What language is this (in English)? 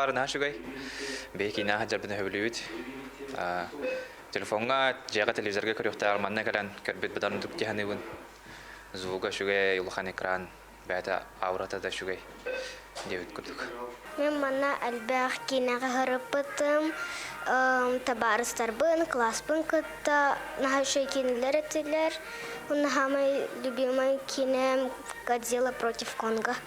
Yakut